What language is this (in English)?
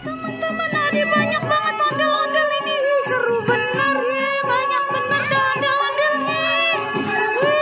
Betawi